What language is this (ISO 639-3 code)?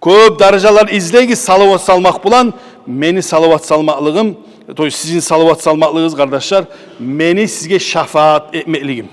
kum